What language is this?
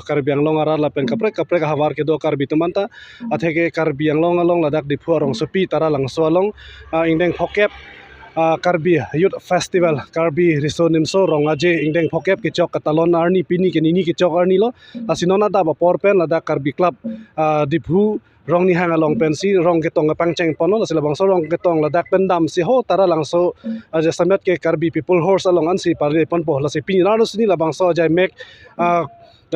Karbi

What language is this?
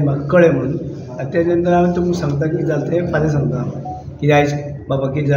Konkani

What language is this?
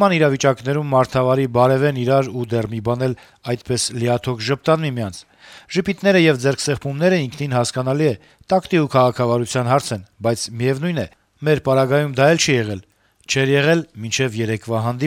Armenian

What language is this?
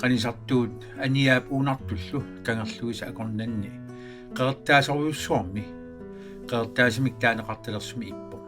Kalaallisut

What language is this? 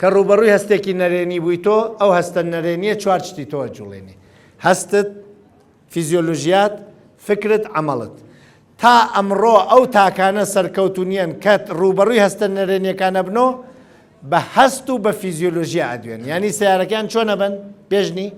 Central Kurdish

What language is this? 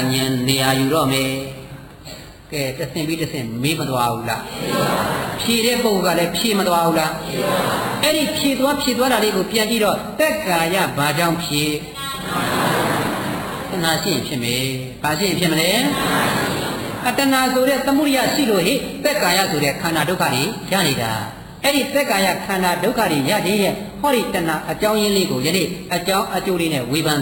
Burmese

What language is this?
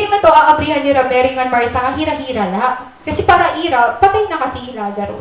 Waray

